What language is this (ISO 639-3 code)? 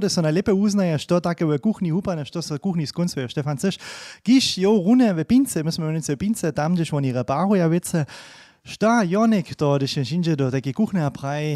hsb